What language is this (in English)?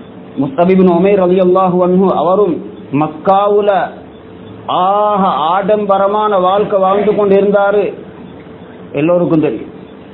Tamil